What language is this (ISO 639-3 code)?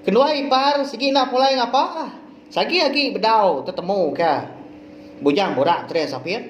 iba